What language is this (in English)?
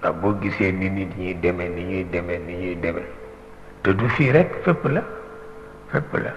Wolof